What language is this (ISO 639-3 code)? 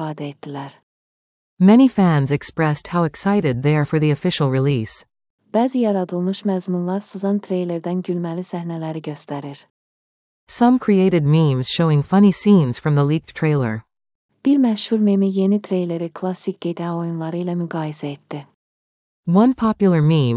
aze